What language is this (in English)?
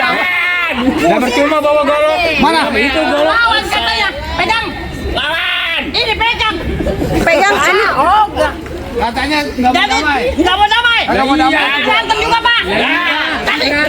Betawi